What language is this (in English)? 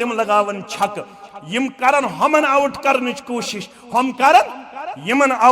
Kashmiri